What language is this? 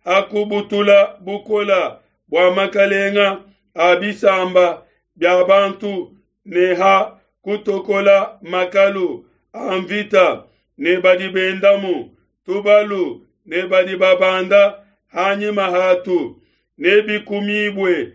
Luba-Lulua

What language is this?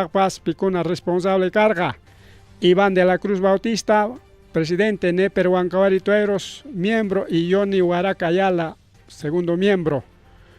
Ayacucho Quechua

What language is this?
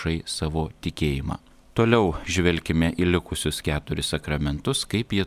Lithuanian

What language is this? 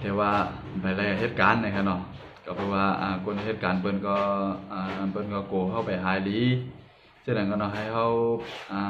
Shan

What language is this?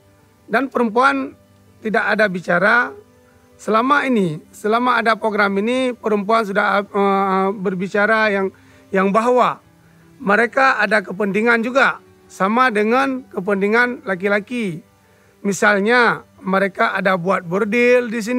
Indonesian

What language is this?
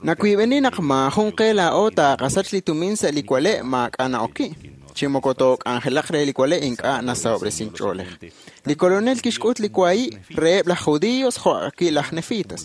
Kekchí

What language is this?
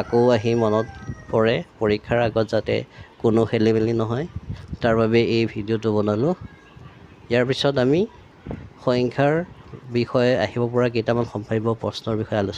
Assamese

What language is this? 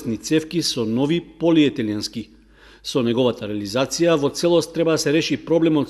Macedonian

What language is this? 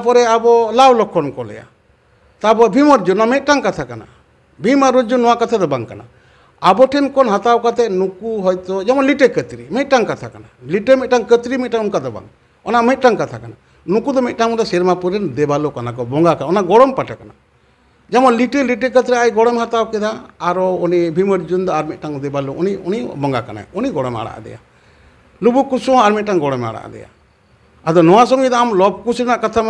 Santali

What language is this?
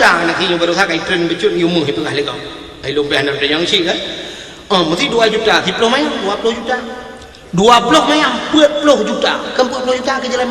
Achinese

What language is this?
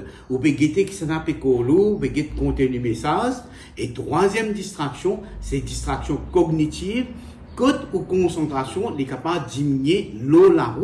Morisyen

